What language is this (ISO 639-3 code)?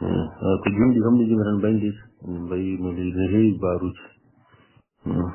ful